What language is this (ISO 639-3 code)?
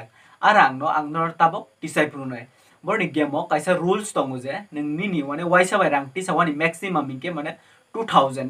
trp